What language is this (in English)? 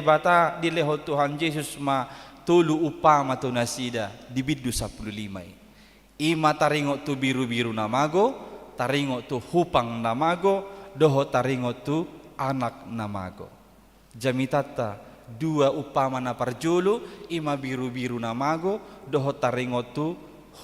Batak Toba